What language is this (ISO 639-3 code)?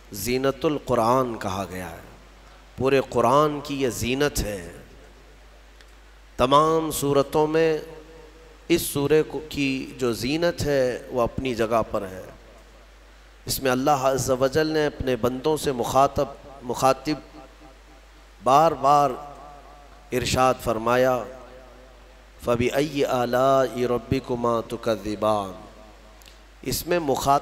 urd